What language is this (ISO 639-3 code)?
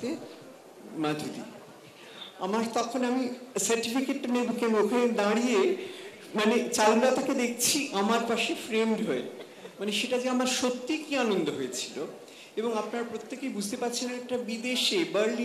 ben